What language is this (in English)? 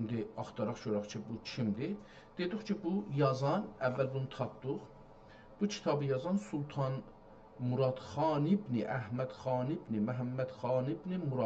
South Azerbaijani